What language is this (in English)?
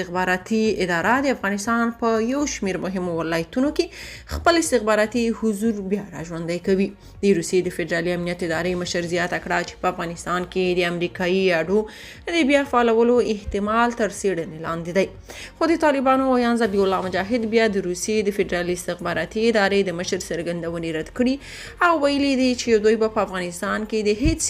Pashto